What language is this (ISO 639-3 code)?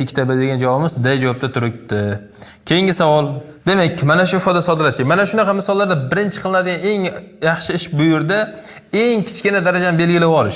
uzb